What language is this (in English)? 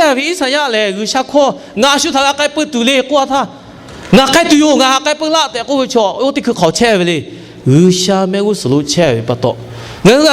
Lahu